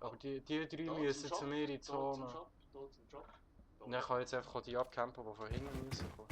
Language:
Swiss German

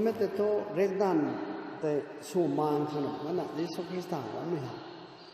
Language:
Rongmei Naga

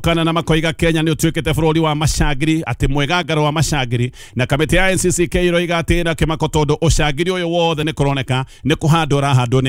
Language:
Kikuyu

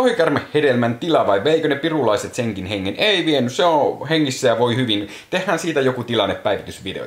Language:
Finnish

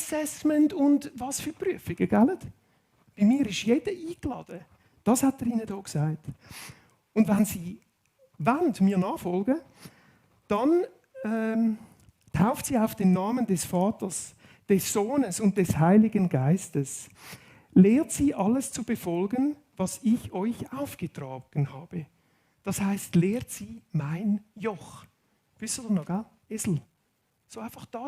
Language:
Swiss German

